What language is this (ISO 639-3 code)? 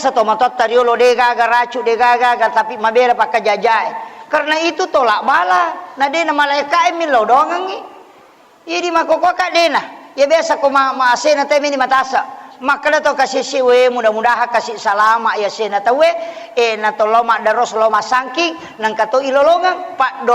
bug